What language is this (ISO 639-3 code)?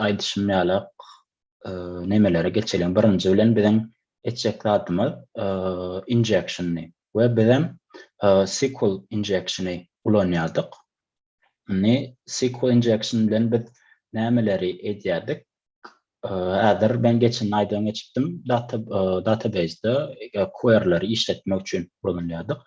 tuk